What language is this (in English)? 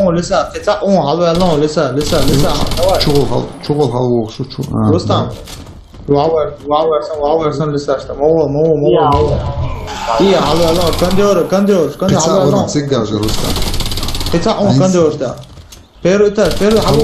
Chechen